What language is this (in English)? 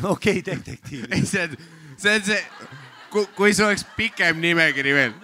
Estonian